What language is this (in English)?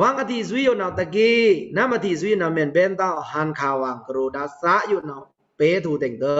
Pa'o Karen